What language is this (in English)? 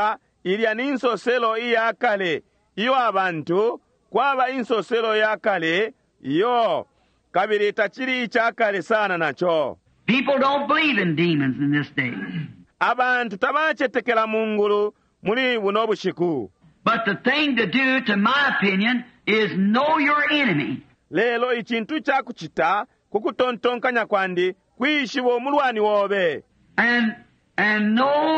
Bemba